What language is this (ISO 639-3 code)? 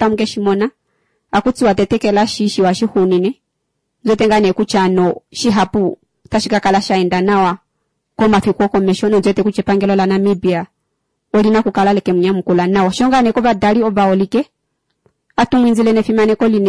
kua